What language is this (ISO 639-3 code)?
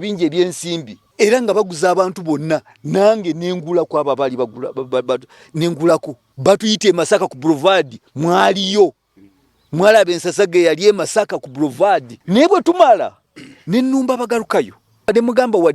lug